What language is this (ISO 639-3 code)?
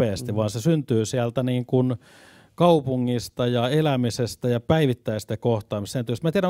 fin